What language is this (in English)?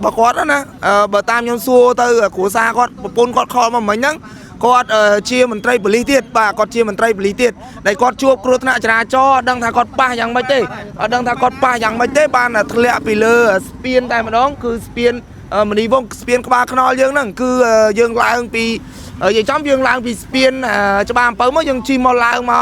Khmer